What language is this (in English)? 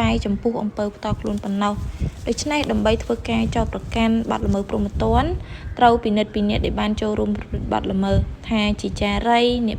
Khmer